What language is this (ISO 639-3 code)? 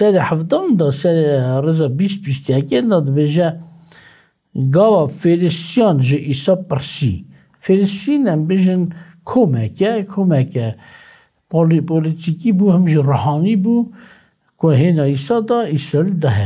kur